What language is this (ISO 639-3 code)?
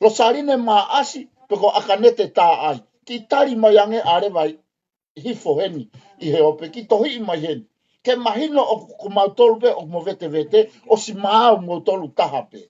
ton